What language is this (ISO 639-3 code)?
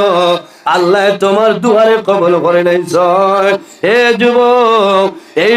syl